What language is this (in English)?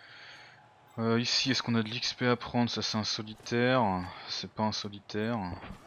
French